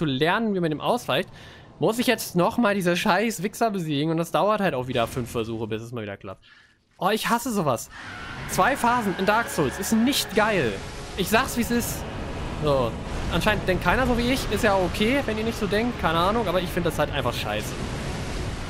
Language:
German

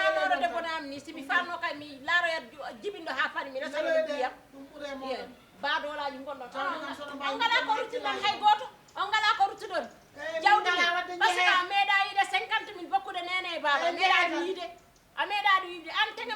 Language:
Fula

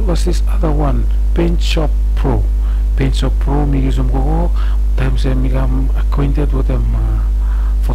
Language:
Bislama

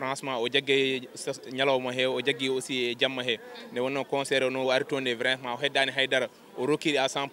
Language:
Fula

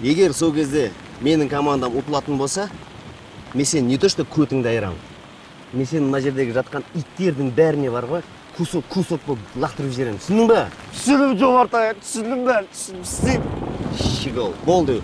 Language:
Kazakh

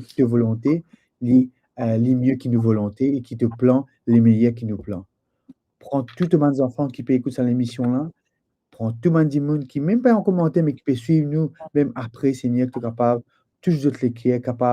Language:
Morisyen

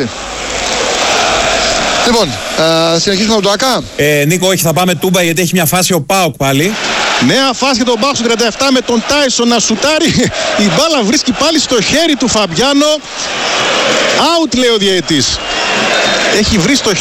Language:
Greek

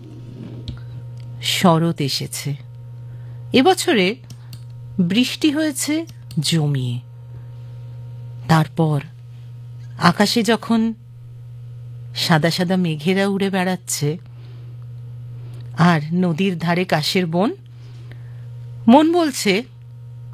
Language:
Bangla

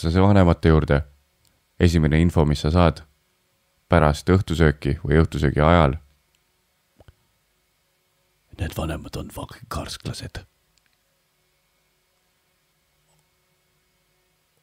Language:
Estonian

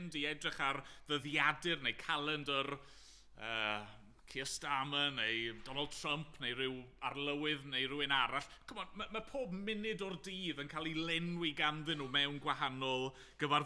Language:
Welsh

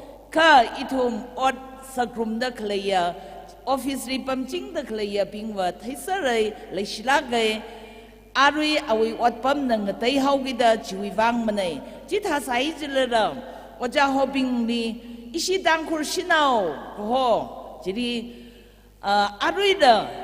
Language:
Tangkhul Naga (India)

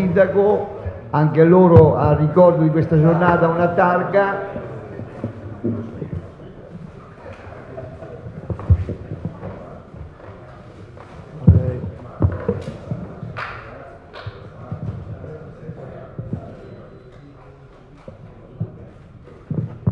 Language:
Italian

